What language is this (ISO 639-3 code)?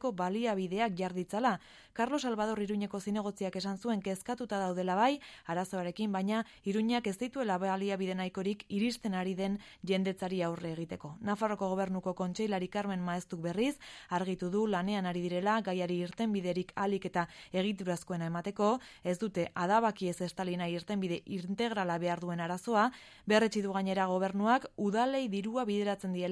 eus